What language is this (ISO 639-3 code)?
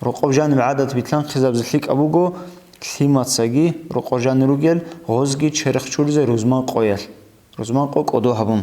ava